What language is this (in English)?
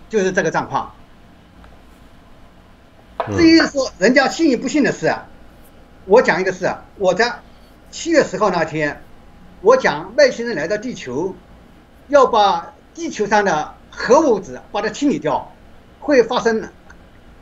Chinese